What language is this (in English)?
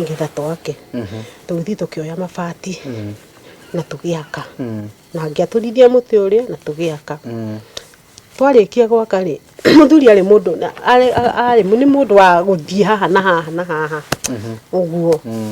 Kikuyu